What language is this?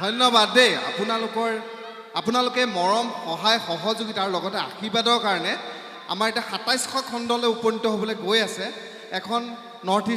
Assamese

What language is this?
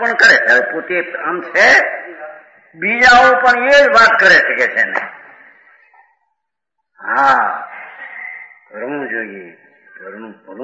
Gujarati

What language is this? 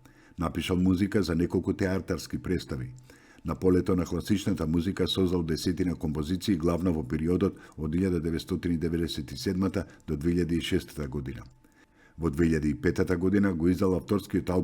Macedonian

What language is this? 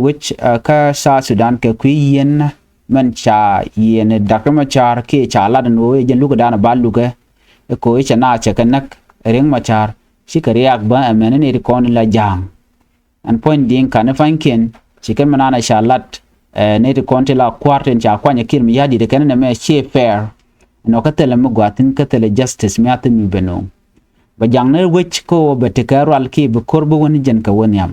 Nuer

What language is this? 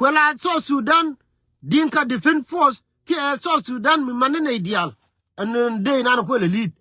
Nuer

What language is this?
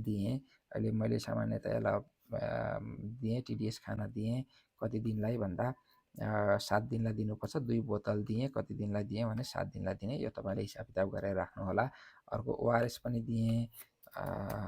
Nepali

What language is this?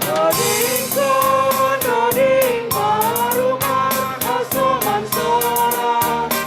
Batak Simalungun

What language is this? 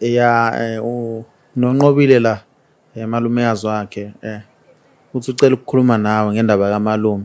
Zulu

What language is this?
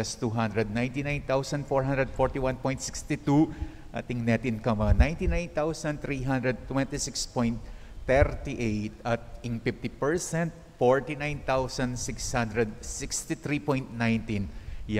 Pampanga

